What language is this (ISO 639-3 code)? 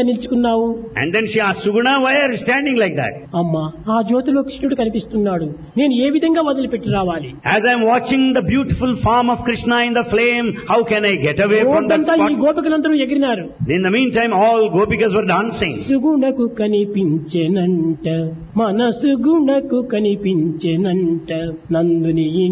tel